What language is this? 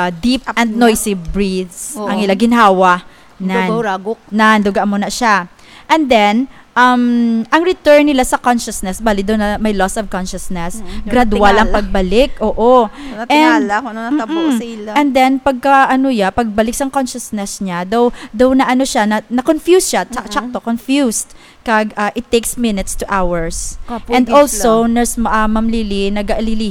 Hiligaynon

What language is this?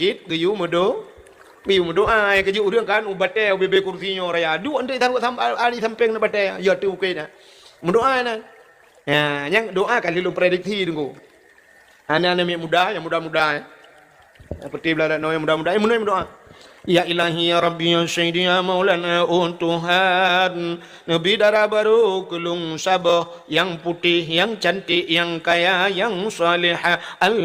Achinese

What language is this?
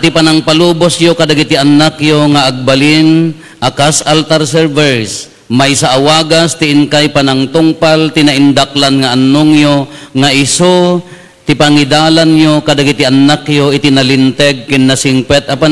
Iloko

